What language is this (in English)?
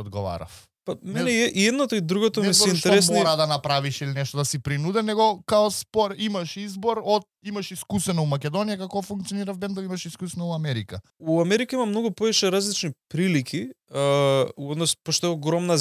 Macedonian